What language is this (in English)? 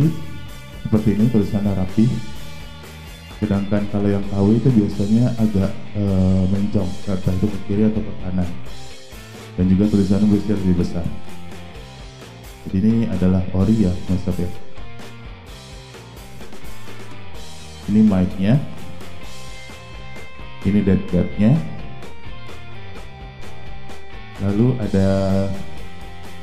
Indonesian